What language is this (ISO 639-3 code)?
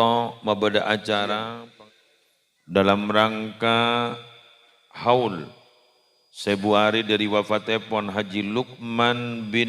mad